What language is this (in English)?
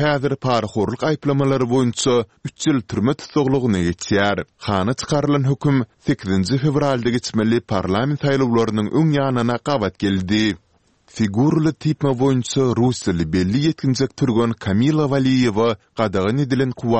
Turkmen